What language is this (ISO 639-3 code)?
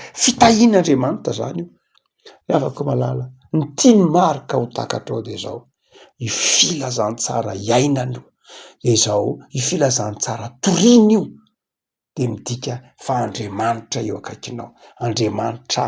mlg